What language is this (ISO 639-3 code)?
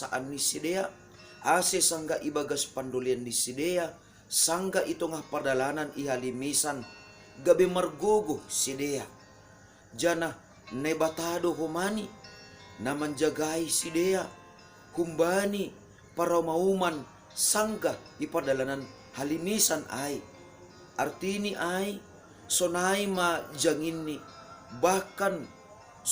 bts